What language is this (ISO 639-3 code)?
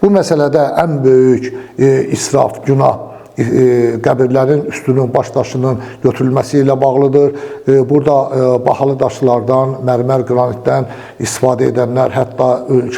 aze